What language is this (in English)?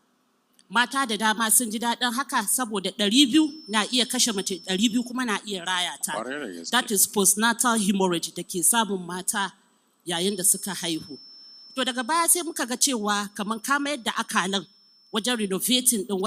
Hausa